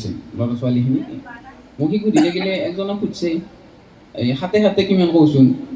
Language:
Assamese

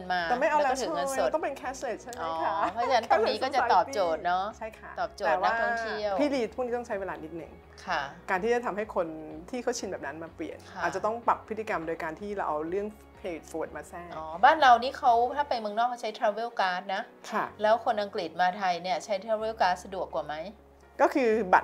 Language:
Thai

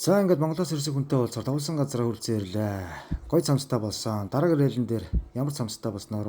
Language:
Mongolian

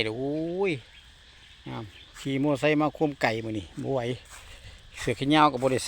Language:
Lao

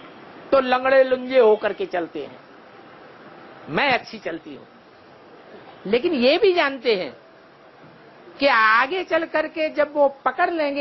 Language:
Hindi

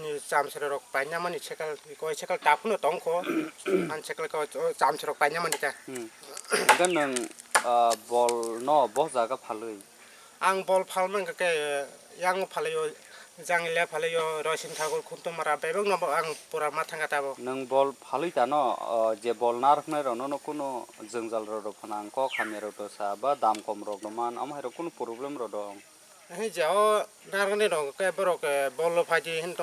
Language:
Kok Borok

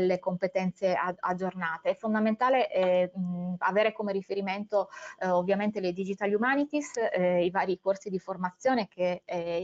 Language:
Italian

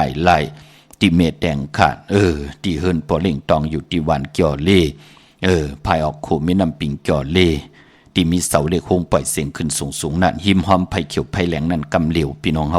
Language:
Shan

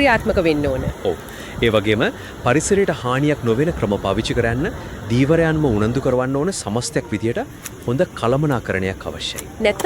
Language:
Sinhala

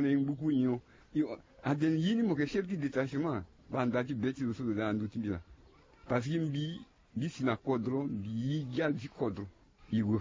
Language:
Sango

